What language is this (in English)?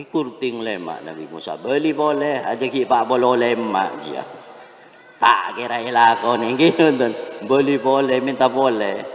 Madurese